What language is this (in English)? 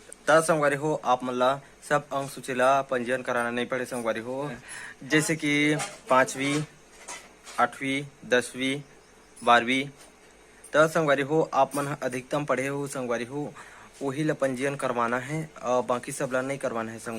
Chhattisgarhi